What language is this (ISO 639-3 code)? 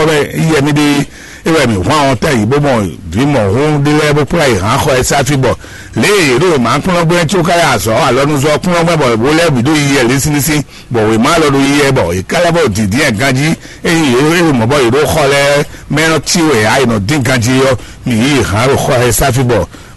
fon